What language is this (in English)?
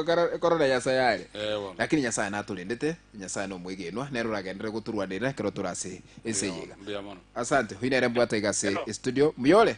Gusii